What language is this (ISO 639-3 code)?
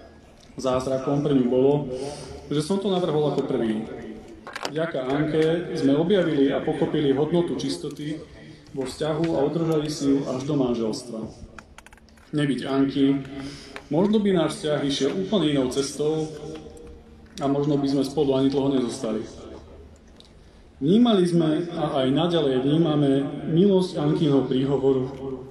slk